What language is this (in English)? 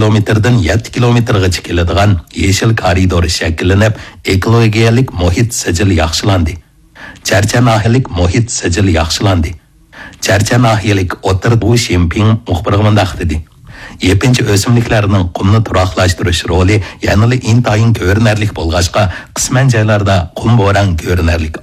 Uyghur